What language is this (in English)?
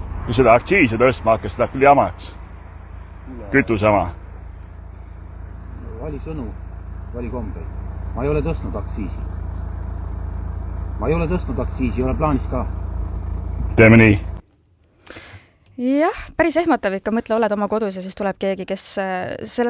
Estonian